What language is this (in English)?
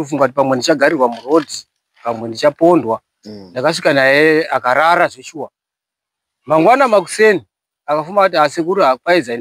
Shona